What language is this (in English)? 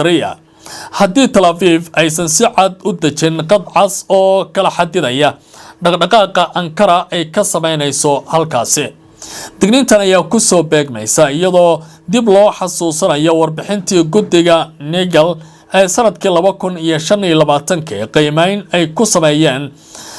Somali